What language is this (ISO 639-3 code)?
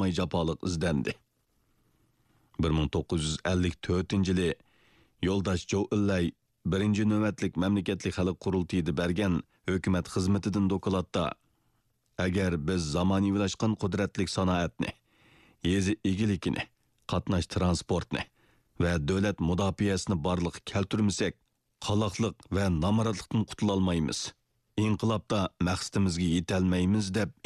uig